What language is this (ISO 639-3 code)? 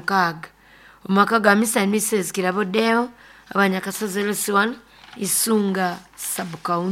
nyo